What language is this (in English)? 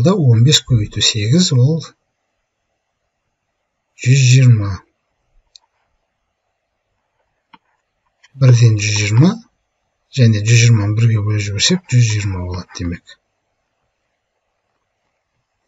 Kazakh